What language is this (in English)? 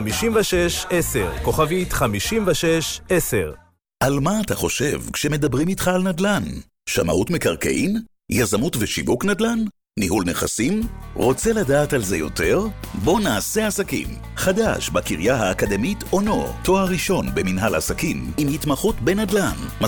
Hebrew